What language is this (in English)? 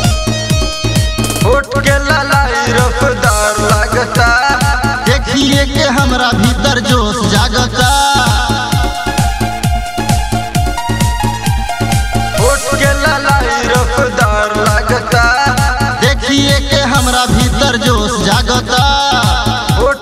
Bhojpuri